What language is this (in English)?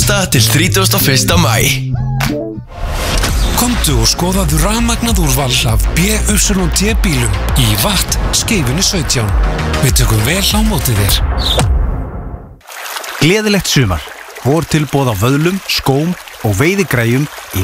Icelandic